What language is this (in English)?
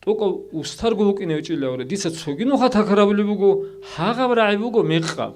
Avaric